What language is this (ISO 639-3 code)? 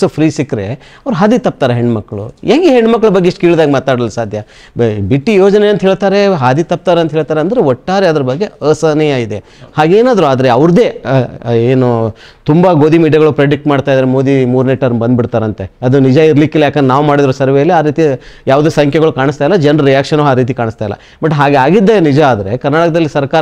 kan